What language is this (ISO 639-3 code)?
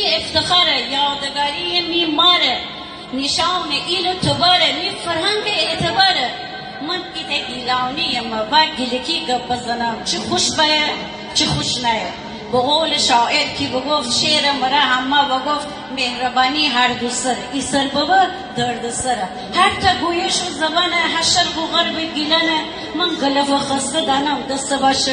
glk